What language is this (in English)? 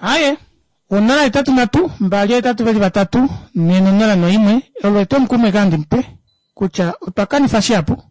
Kuanyama